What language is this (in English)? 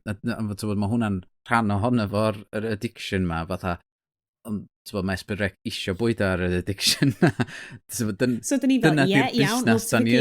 Welsh